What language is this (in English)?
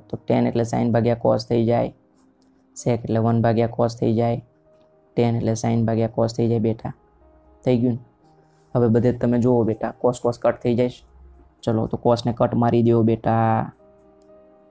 Gujarati